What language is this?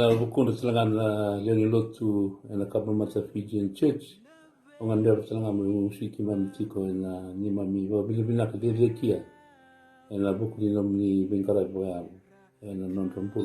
Fijian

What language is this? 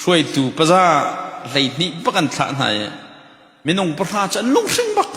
Hakha Chin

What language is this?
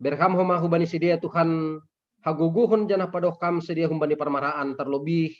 Batak Simalungun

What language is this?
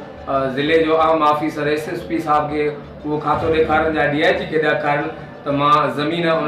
Sindhi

